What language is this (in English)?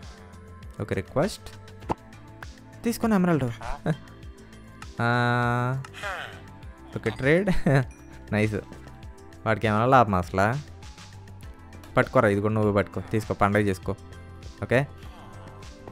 Telugu